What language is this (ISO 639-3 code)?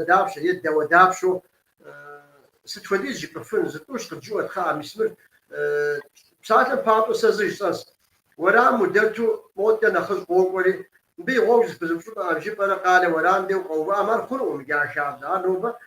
kbd